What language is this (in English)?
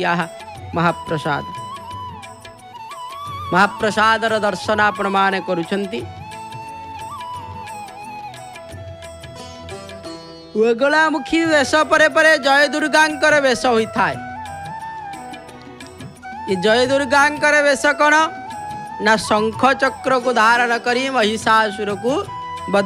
Odia